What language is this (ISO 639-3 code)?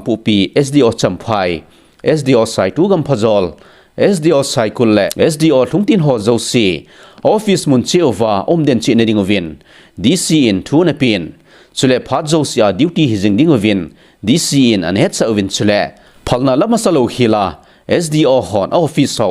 tcz